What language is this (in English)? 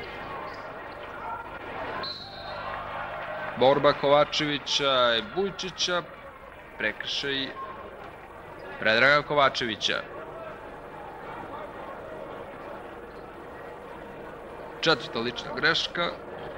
Serbian